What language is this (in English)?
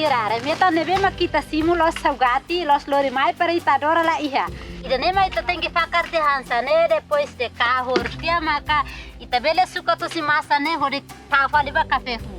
Tetum